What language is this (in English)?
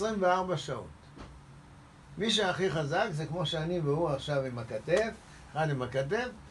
Hebrew